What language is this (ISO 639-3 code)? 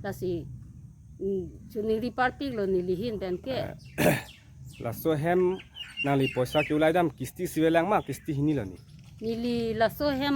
mjw